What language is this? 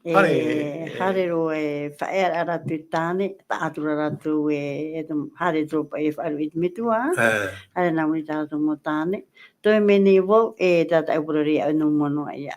Tahitian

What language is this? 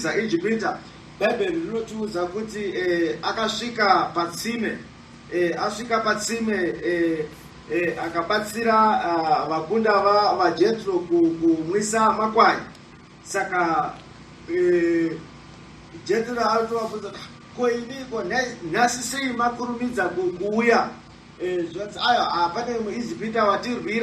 Shona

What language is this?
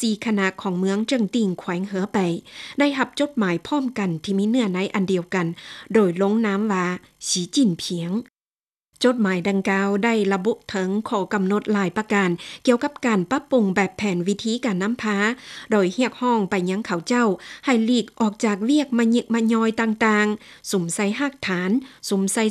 Lao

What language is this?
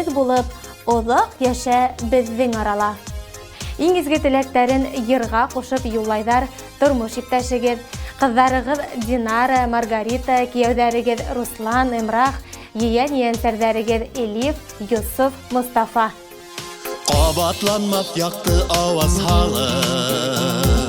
Bashkir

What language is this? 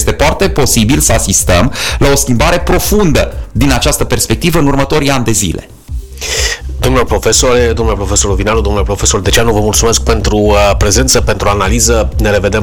Romanian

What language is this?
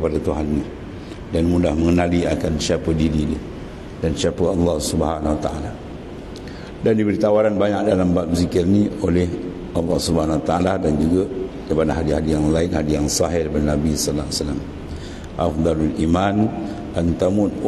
Malay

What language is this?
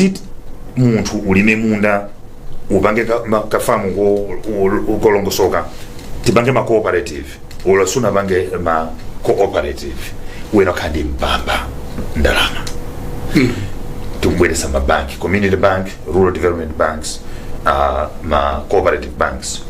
Nyanja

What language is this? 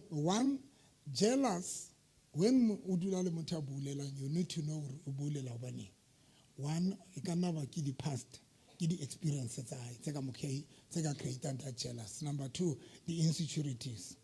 Southern Sotho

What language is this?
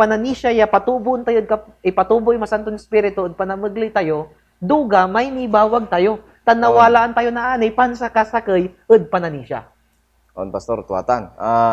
Pangasinan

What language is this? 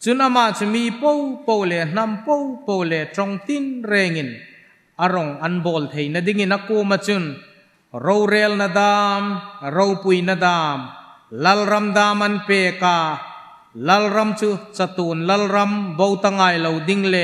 Hmar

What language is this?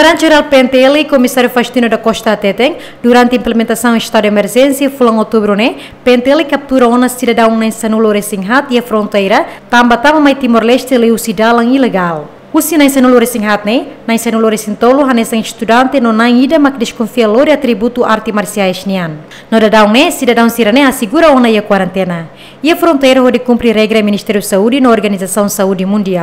Tetum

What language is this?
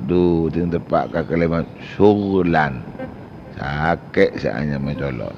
Madurese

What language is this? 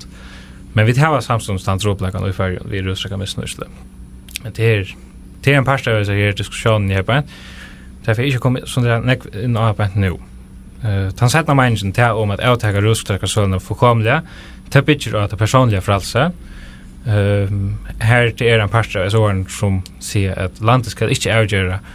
Faroese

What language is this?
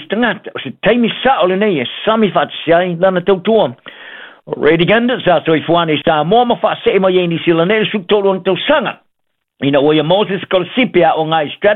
Samoan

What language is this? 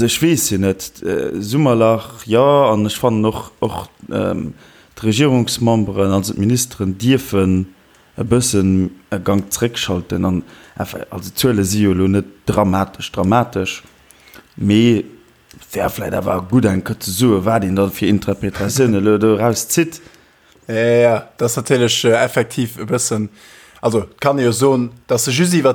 Luxembourgish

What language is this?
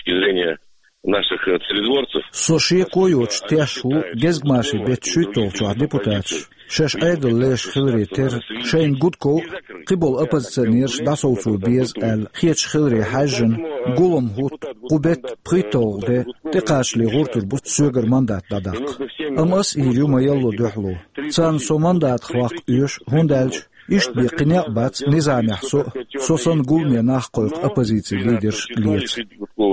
Chechen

